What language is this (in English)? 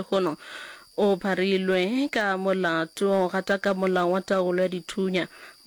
Northern Sotho